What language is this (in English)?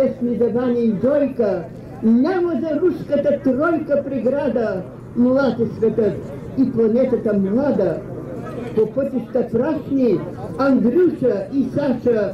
Bulgarian